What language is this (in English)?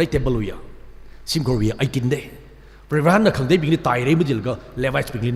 Tangkhul Naga (India)